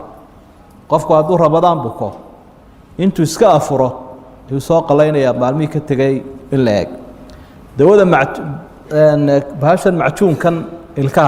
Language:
Somali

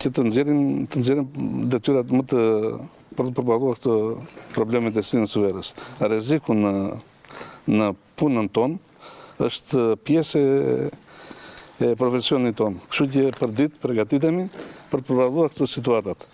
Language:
Albanian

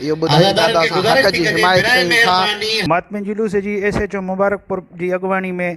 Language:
Sindhi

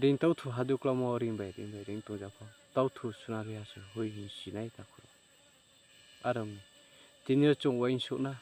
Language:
Riang (India)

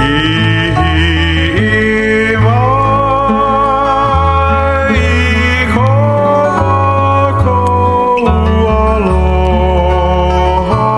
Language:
Hawaiian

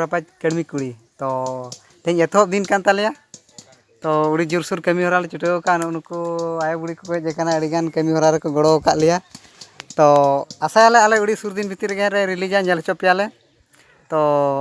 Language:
Santali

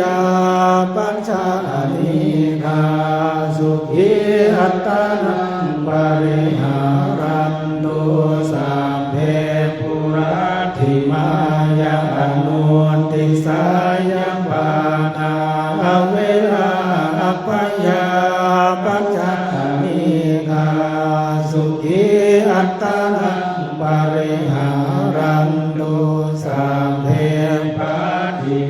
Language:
Pali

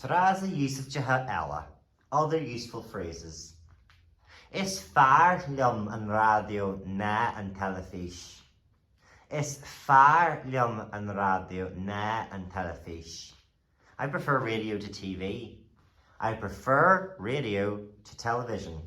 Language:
Irish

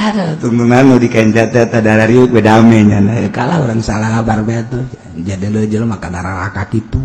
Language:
Sundanese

